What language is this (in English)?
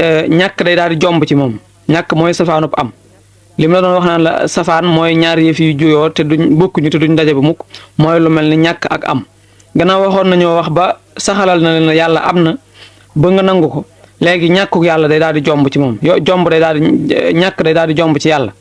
Wolof